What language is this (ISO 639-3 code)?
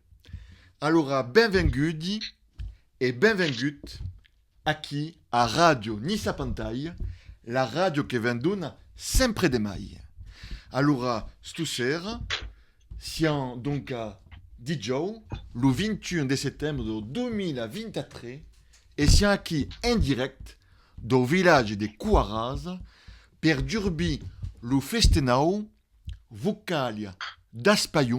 oci